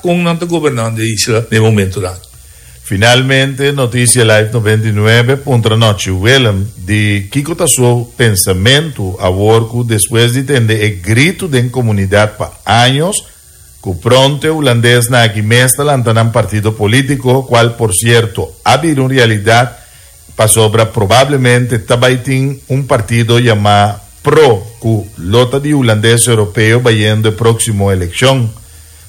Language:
Papiamento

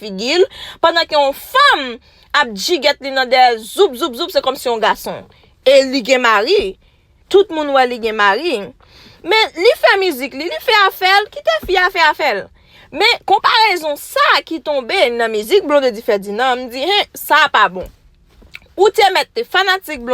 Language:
Haitian Creole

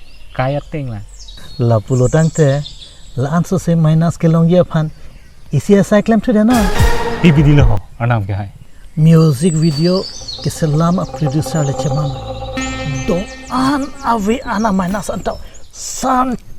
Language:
Karbi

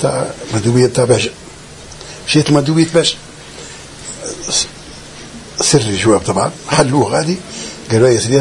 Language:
Tunisian Arabic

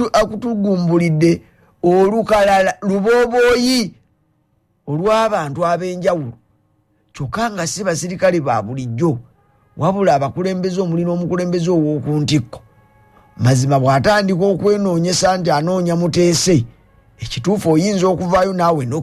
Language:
Ganda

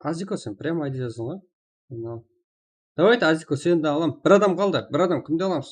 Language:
Kara-Kalpak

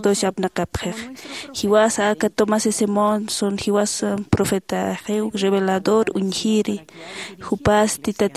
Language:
Aymara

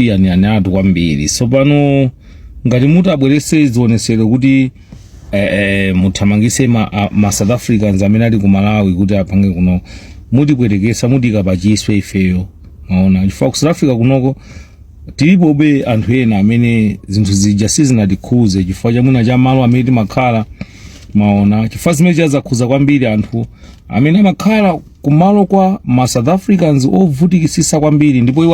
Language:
Nyanja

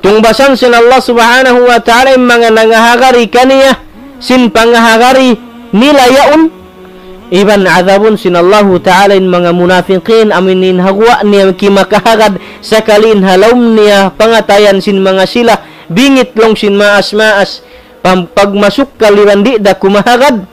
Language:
Tausug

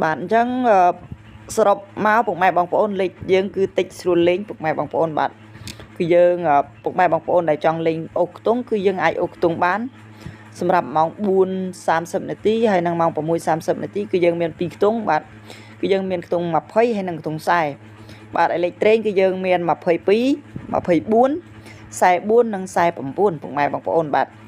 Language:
Khmer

